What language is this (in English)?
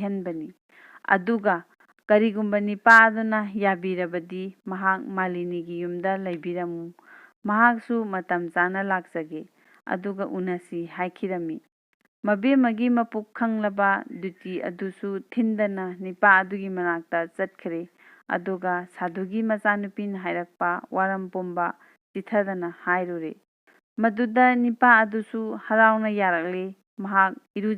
Manipuri